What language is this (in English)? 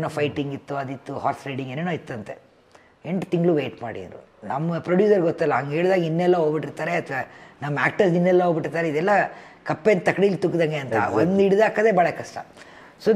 Kannada